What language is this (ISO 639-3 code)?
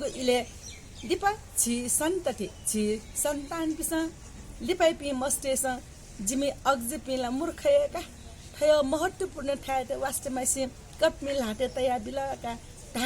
new